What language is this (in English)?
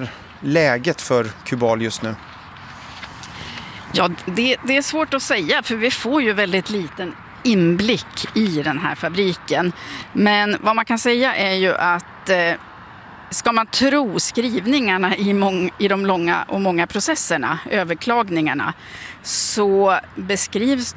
Swedish